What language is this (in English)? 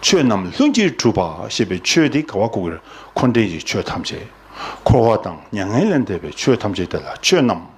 Tibetan